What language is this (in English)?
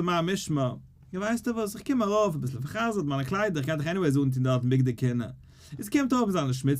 Yiddish